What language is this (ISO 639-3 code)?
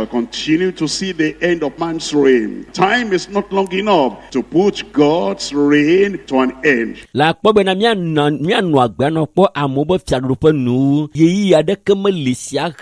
ewe